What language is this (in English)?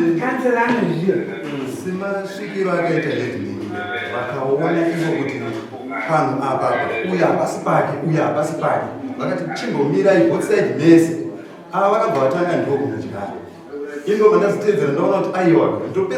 Shona